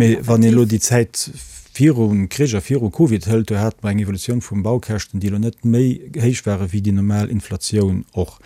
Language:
Luxembourgish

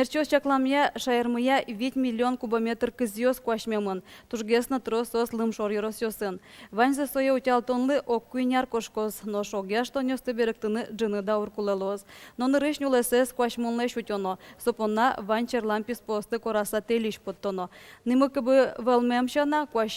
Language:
Udmurt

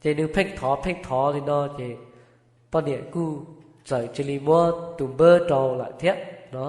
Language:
Hmong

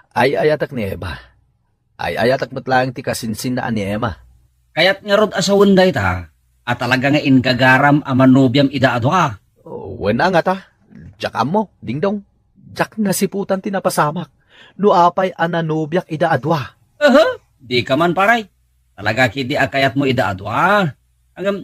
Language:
Iloko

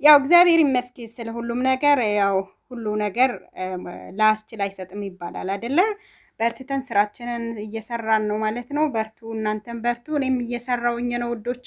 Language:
Amharic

